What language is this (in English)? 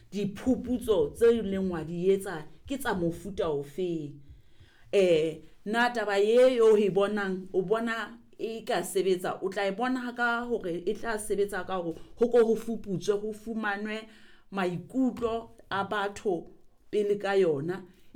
Southern Sotho